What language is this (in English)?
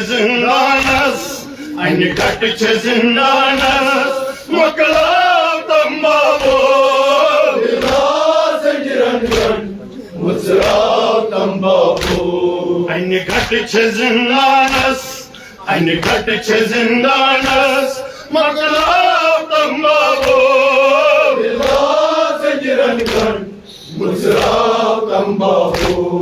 Kashmiri